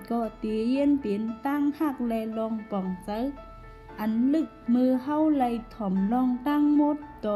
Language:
Shan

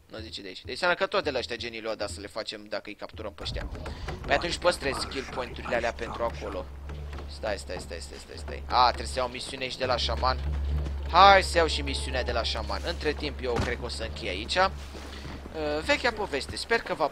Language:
Romanian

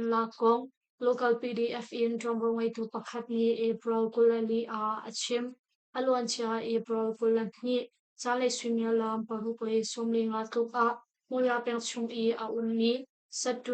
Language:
Hakha Chin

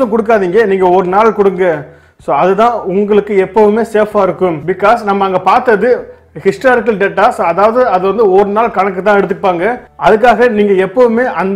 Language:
Tamil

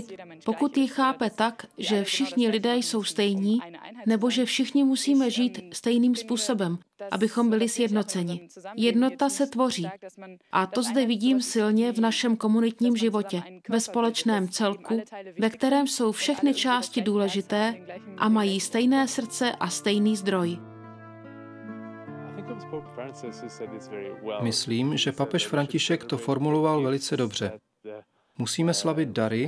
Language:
Czech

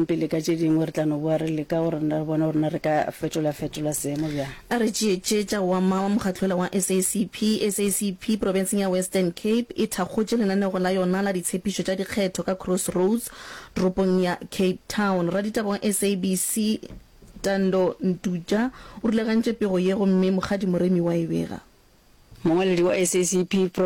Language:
Northern Sotho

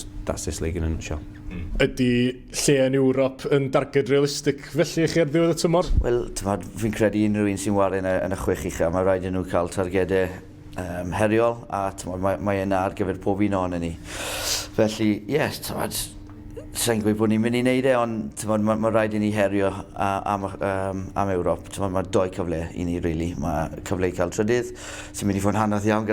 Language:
Welsh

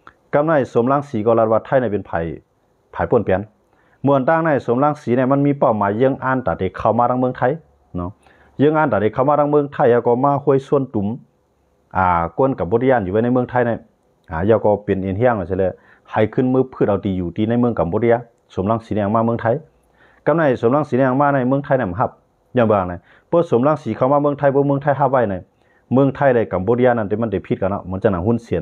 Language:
Shan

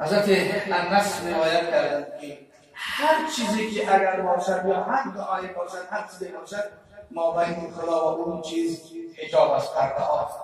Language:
Tajik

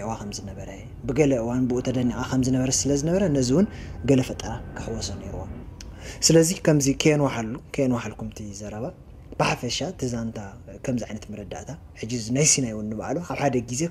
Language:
Tigrinya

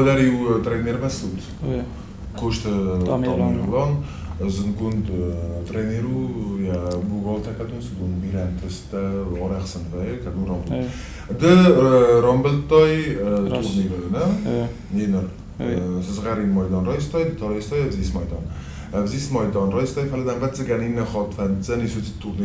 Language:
Ossetic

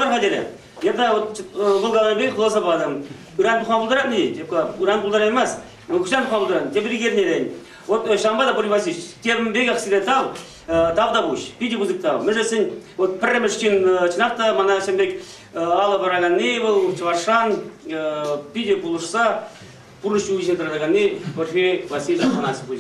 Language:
Chuvash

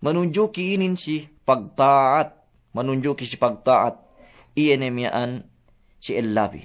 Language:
Yakan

